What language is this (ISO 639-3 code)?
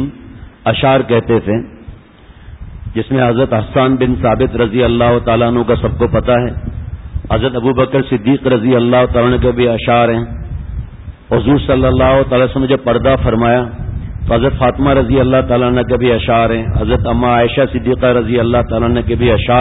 urd